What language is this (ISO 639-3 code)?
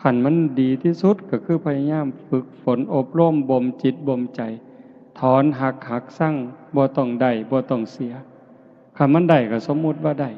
tts